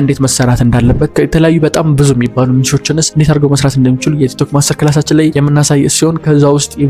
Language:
Amharic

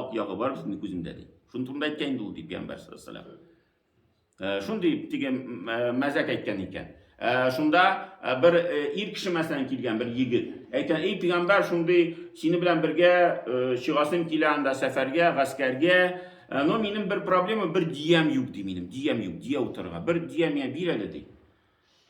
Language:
Tatar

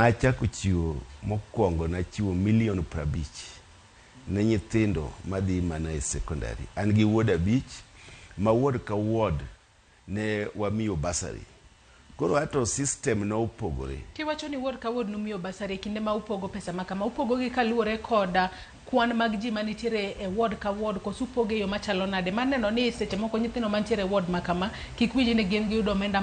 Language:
Luo (Kenya and Tanzania)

